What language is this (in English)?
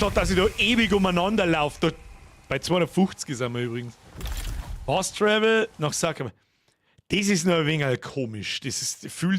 Bavarian